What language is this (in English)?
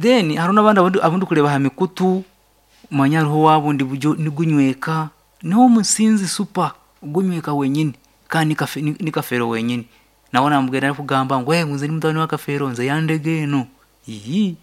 Nyankole